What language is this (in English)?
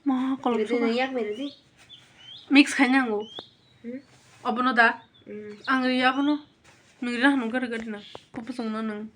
Kok Borok